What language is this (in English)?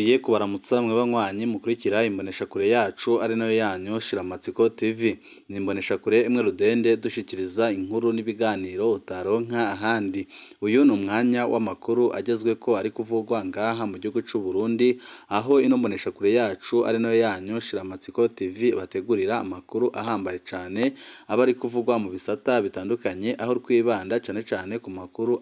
Rundi